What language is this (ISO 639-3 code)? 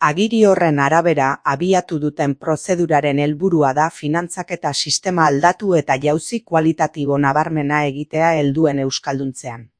eus